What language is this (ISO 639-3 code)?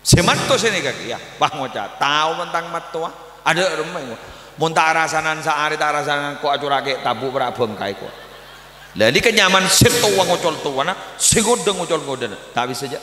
mad